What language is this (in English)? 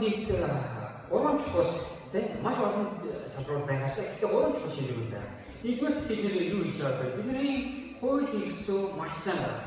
Mongolian